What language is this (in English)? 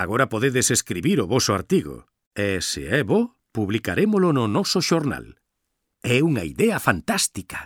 Galician